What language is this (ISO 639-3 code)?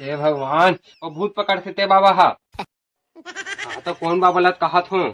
hne